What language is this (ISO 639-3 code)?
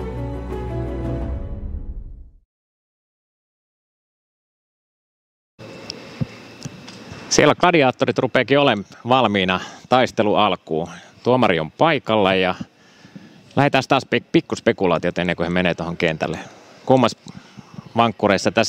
fin